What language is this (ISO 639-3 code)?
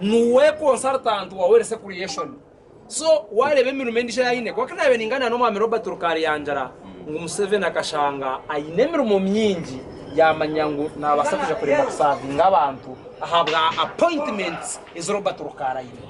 nyn